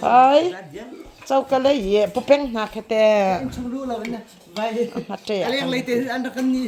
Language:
Hakha Chin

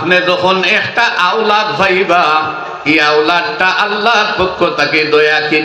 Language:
Sylheti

